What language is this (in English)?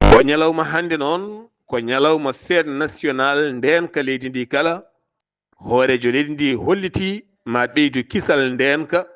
Fula